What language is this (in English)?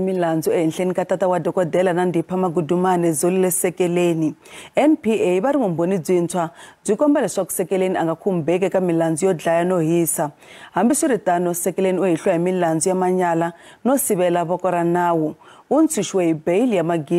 Tsonga